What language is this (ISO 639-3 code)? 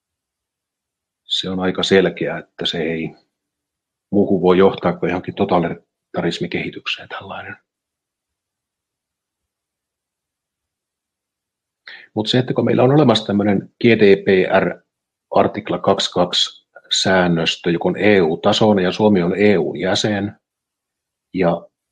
fin